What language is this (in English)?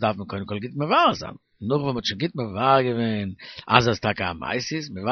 Yiddish